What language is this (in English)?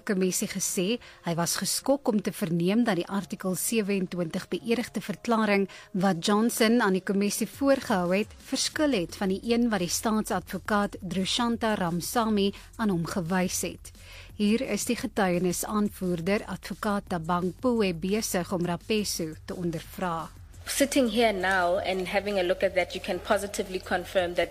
Afrikaans